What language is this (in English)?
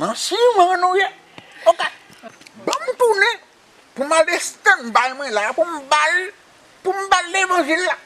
Haitian Creole